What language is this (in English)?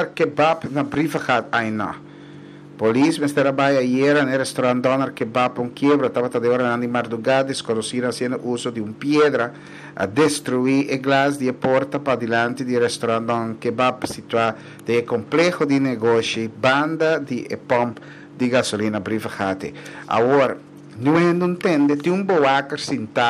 Papiamento